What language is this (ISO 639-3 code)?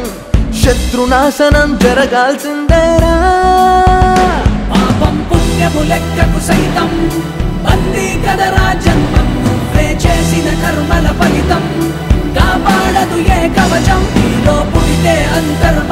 tel